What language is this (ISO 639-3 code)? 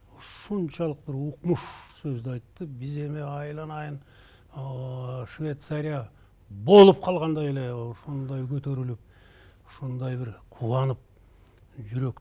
kir